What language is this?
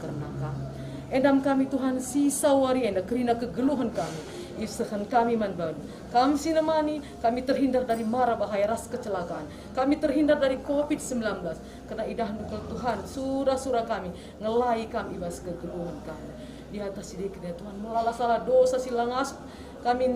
Batak Karo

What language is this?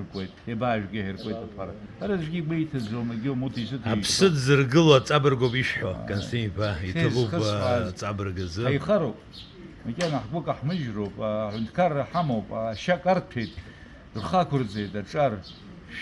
Abkhazian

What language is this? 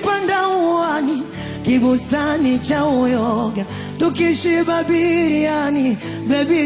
Swahili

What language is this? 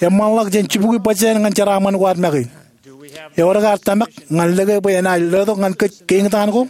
Marshallese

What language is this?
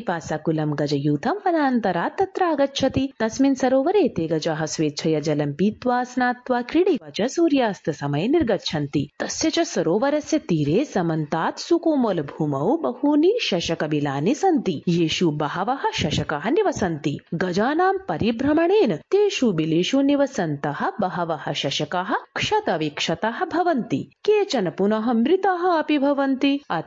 Sanskrit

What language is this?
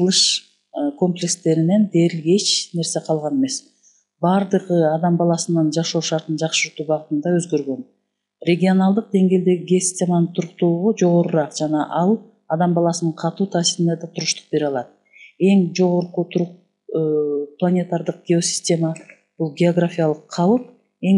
Kyrgyz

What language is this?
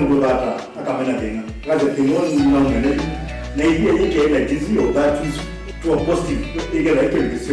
Kamba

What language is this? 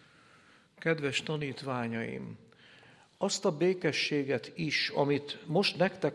Hungarian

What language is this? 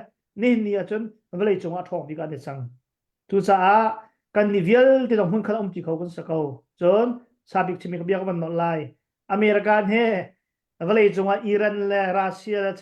Hakha Chin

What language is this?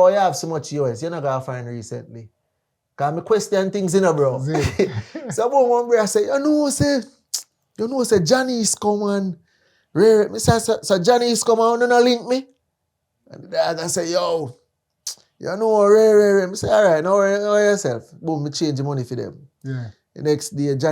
Jamaican Creole English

